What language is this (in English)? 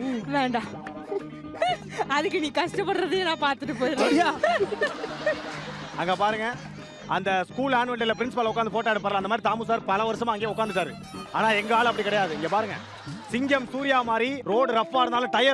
Tamil